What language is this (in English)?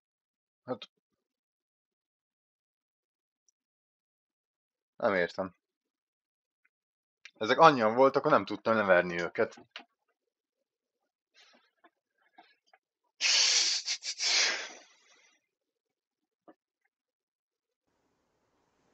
Hungarian